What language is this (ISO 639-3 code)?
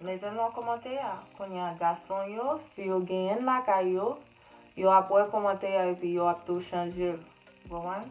hat